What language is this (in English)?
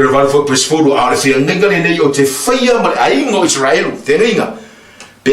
Samoan